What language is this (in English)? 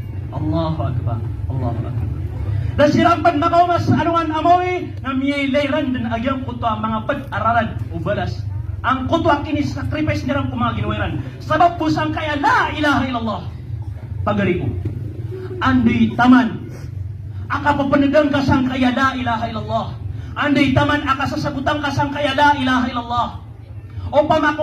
Maranao